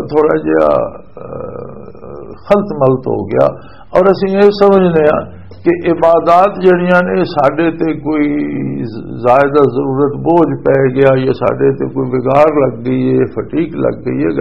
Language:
Western Panjabi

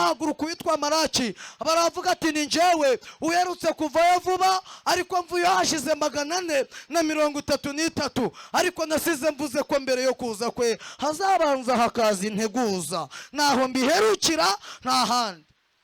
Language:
Kinyarwanda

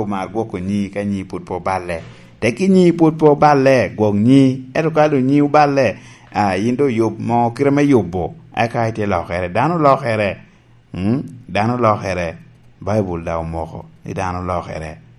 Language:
Lango (Uganda)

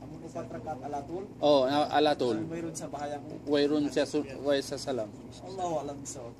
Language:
Tausug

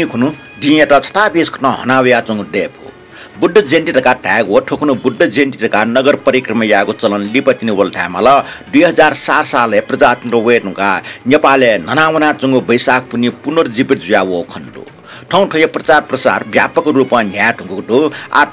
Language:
Newari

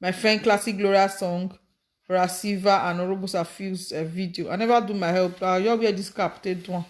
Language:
Nigerian Pidgin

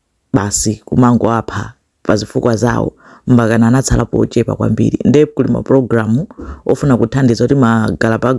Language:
Nyanja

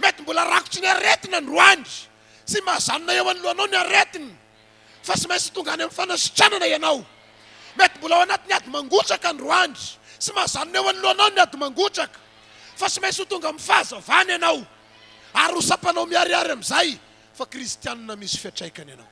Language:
Malagasy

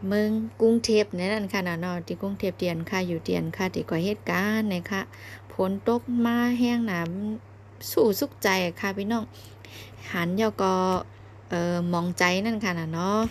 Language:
Shan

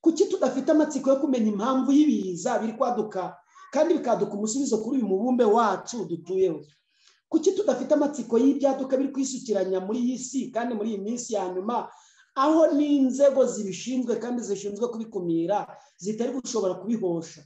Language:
Kinyarwanda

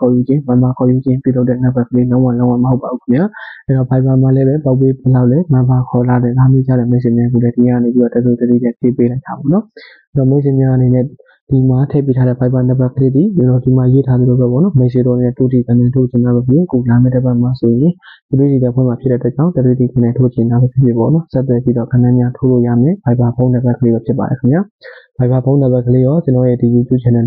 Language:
Burmese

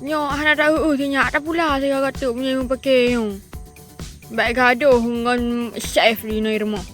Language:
Achinese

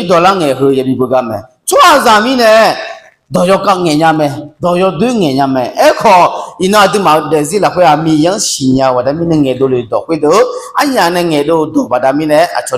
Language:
Akha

